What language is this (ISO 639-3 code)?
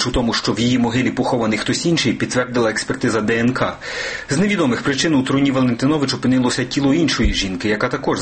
ukr